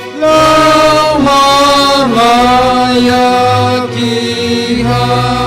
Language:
Batak Simalungun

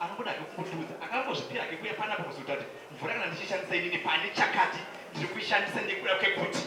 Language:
Shona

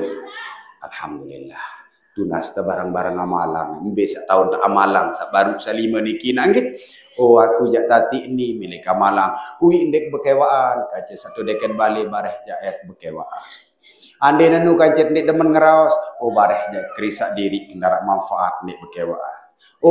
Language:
Sasak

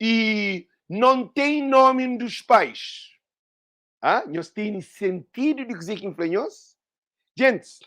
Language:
Kabuverdianu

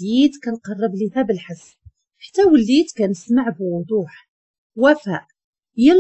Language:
Moroccan Arabic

